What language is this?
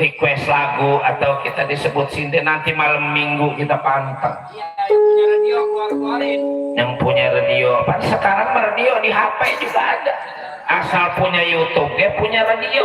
Betawi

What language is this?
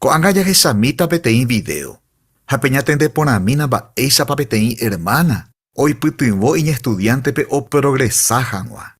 Guarani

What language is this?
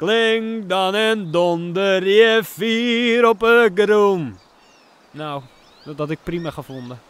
Western Frisian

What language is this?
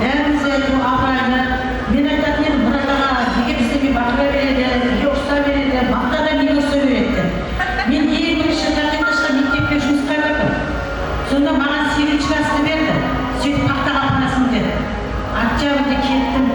Kara-Kalpak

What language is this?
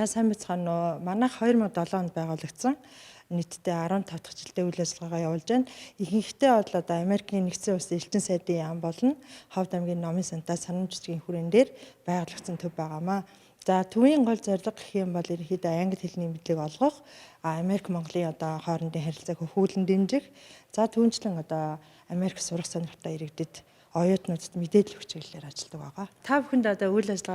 Mongolian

